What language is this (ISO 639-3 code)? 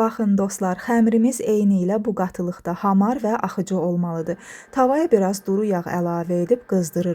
aze